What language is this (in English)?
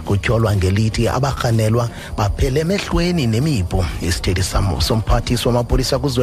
Xhosa